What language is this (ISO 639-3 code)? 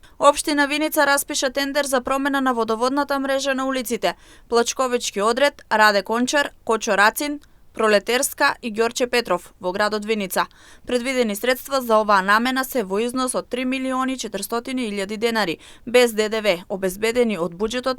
mkd